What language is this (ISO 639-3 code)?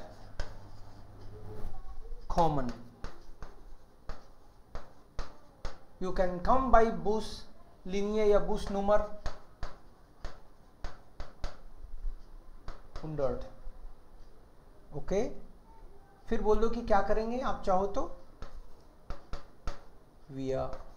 hin